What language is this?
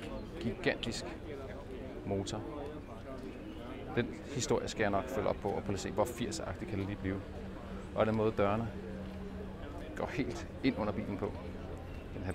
Danish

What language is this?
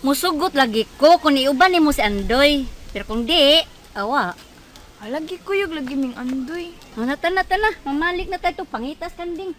Cebuano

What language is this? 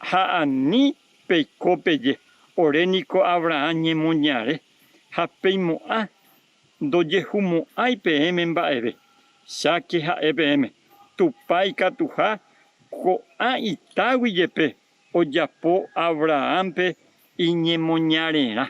Guarani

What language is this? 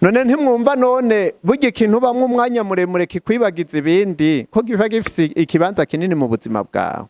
Rundi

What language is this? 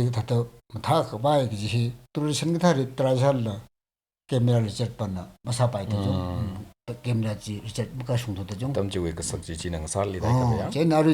Tangkhul Naga (India)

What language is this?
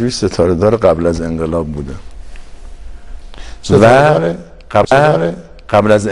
Persian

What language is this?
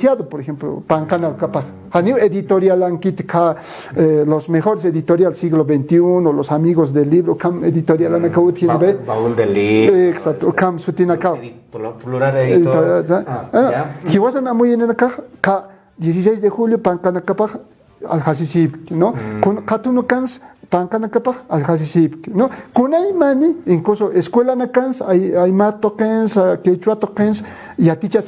Aymara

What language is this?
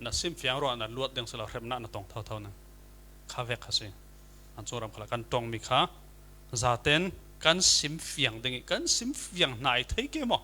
Falam Chin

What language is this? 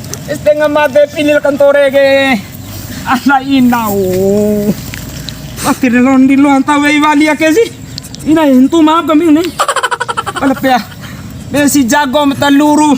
Bima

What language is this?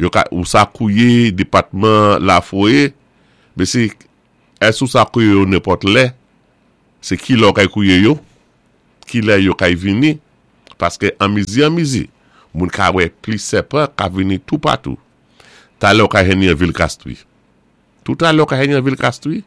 Saint Lucian Creole French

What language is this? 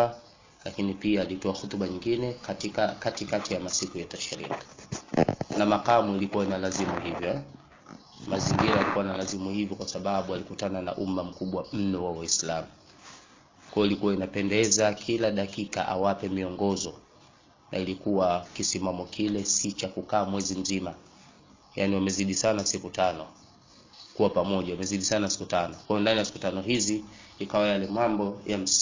Swahili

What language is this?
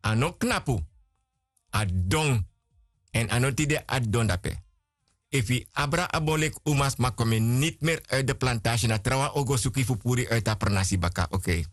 Sranan Tongo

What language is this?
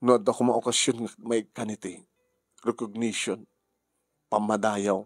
Iloko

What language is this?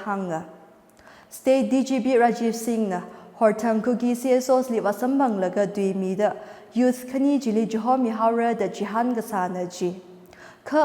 Tangkhul Naga (India)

